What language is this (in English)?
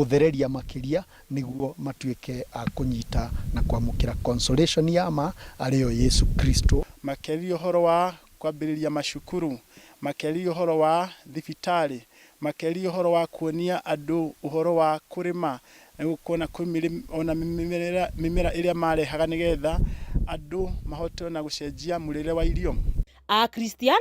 Kikuyu